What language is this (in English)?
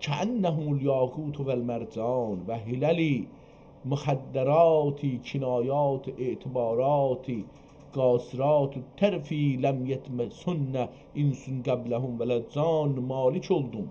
South Azerbaijani